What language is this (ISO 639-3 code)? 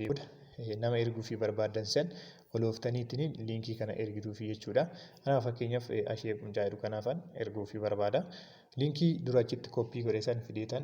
orm